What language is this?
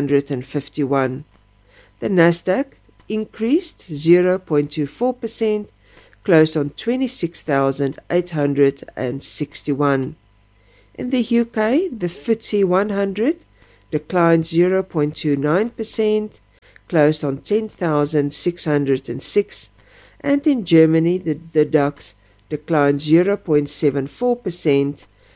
English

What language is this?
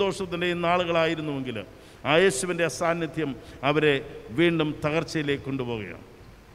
Malayalam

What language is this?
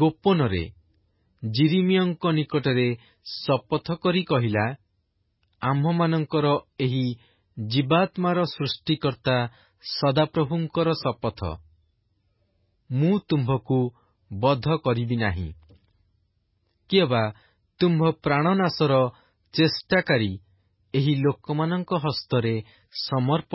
Odia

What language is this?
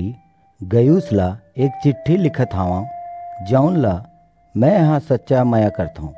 Chhattisgarhi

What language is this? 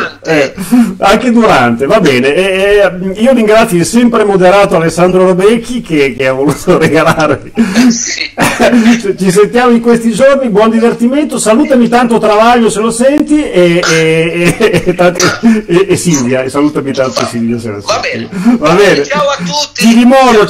Italian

